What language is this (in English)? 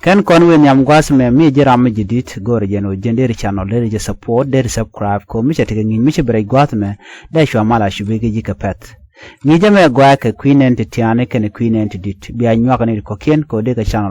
Nuer